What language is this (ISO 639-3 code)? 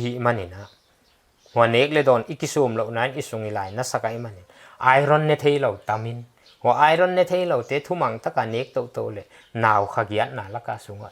pck